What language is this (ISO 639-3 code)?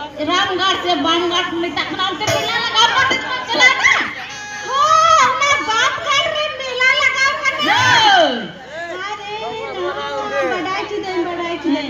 sat